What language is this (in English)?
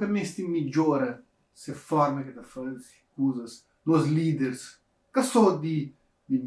Kabuverdianu